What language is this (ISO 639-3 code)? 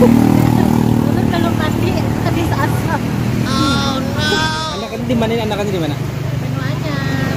bjn